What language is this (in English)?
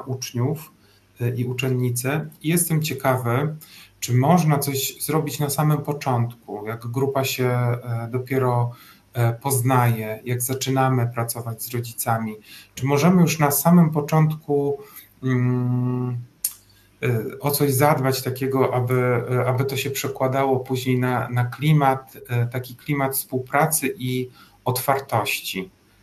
Polish